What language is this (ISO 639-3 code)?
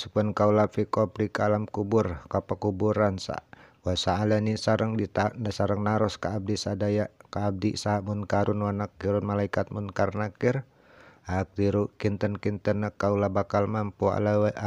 sun